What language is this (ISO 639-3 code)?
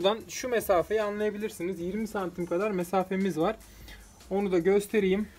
tur